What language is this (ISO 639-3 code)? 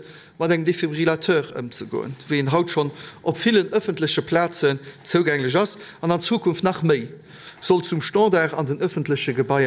ltz